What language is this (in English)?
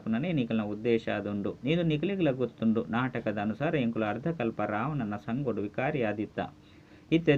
Tulu